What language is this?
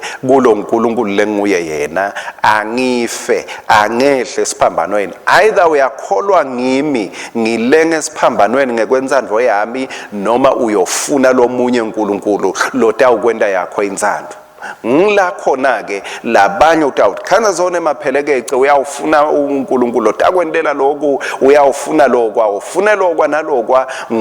Swati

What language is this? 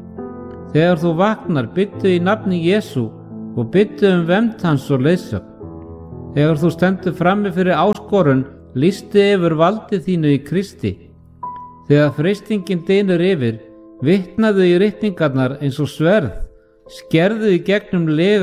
Icelandic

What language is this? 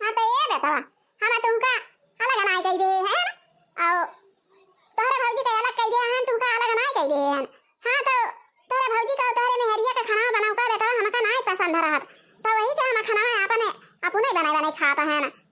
Awadhi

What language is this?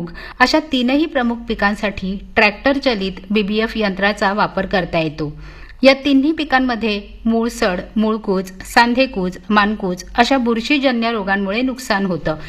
Marathi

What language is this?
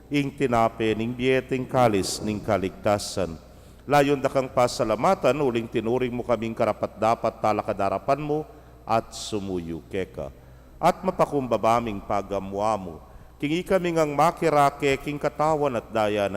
Pampanga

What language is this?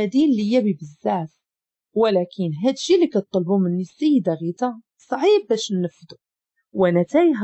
Moroccan Arabic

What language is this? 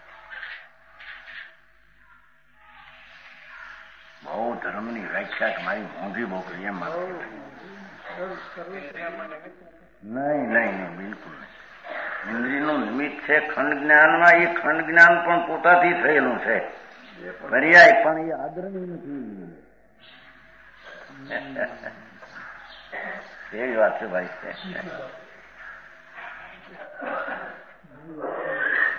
Gujarati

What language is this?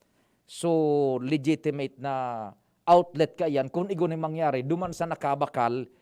Bikol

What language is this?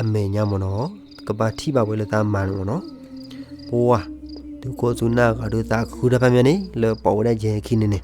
S'gaw Karen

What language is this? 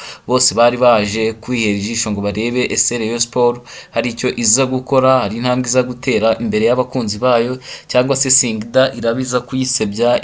Kinyarwanda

